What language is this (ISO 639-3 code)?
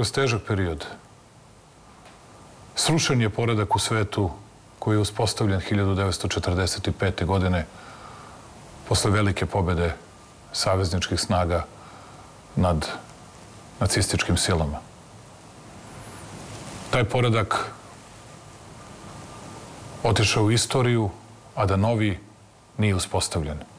srp